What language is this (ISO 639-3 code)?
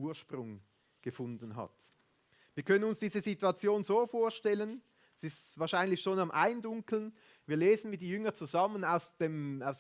gsw